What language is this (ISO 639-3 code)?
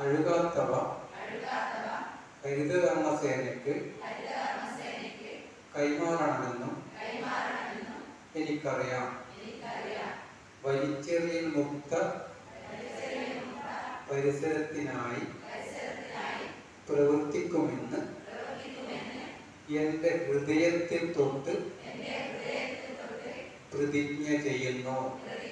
mal